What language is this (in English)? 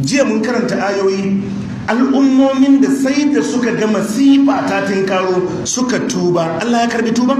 Hausa